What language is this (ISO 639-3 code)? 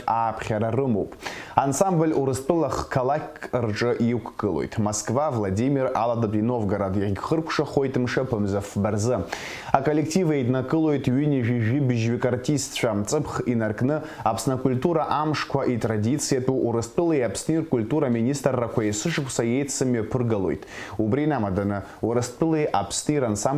abk